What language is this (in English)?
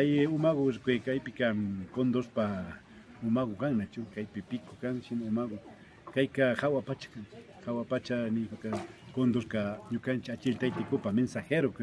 Imbabura Highland Quichua